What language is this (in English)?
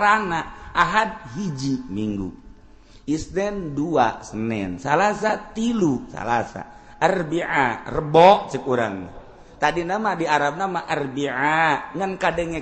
Sundanese